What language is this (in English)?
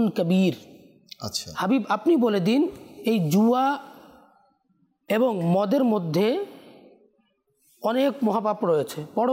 Bangla